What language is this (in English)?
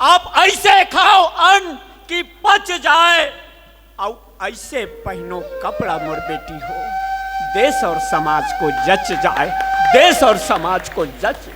Chhattisgarhi